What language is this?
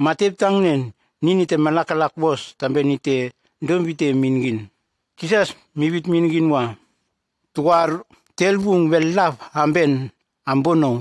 Nume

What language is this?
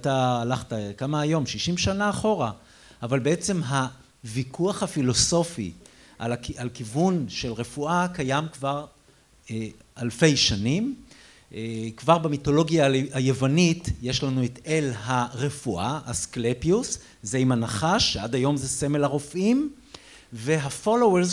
Hebrew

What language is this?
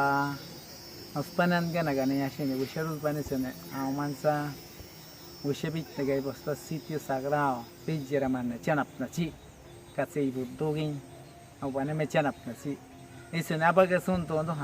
Awa-Cuaiquer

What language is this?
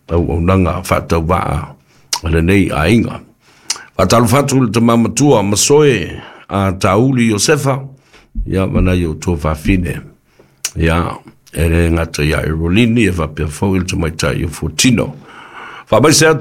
Samoan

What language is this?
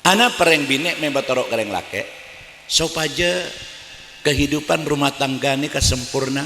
Madurese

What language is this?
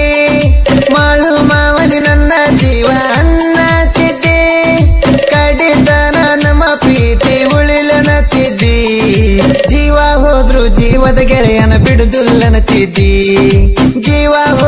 Kannada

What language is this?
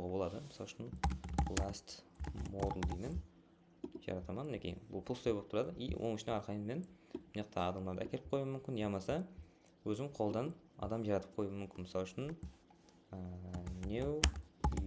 Kara-Kalpak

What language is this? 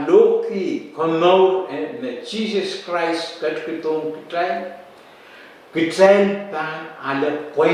Pohnpeian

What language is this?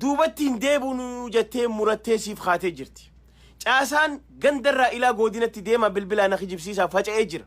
Oromo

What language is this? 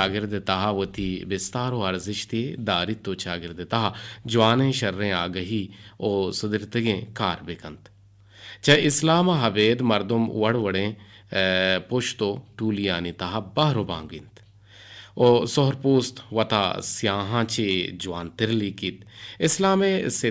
Eastern Balochi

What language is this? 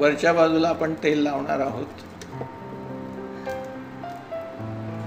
Marathi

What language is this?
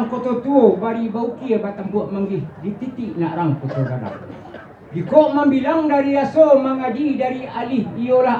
Minangkabau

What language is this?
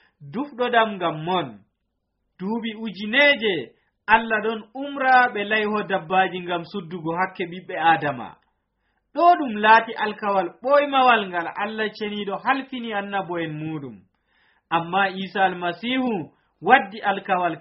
Nigerian Fulfulde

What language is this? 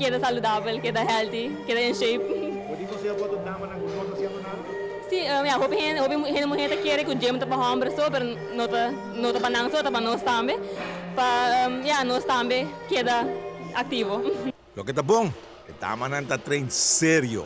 Papiamento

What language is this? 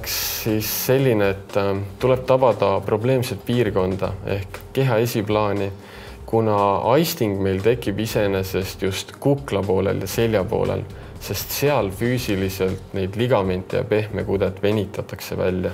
Estonian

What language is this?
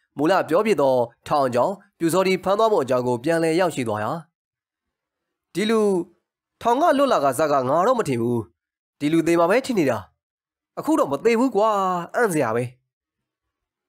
Burmese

